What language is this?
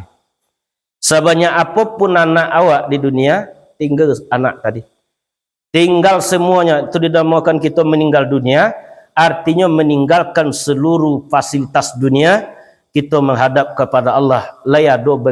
Minangkabau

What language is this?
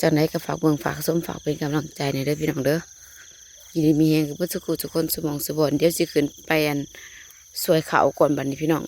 Northeastern Thai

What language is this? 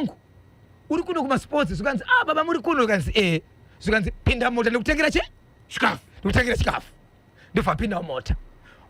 Shona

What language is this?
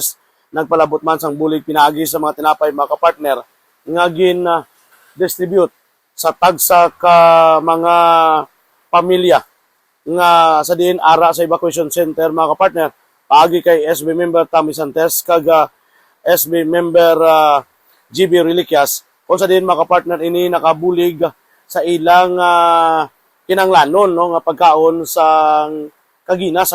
Hiligaynon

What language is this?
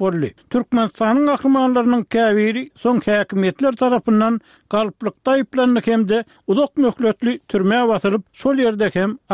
Turkmen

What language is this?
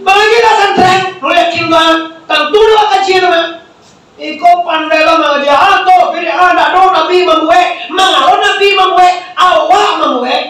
Minangkabau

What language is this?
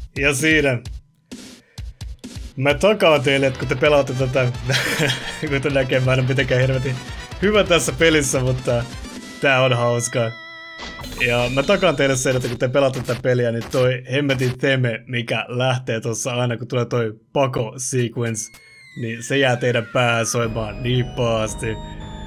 Finnish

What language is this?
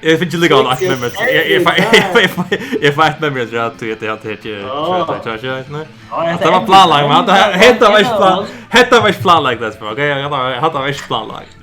Faroese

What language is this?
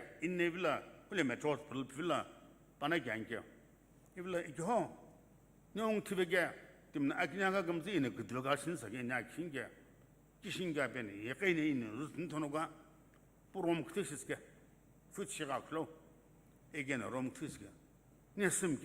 Sumi Naga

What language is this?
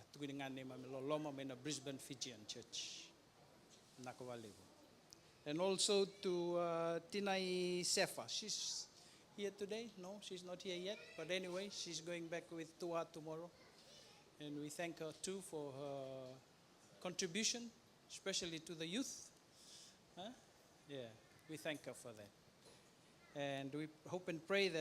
Fijian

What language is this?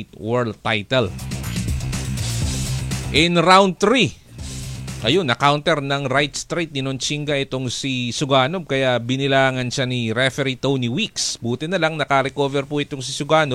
Filipino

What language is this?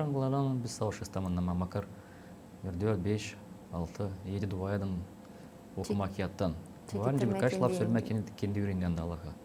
Gagauz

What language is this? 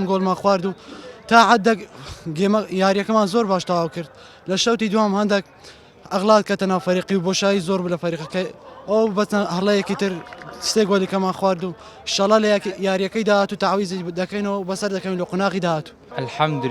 Central Kurdish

